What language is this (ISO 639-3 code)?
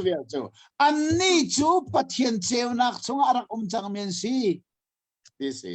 cnh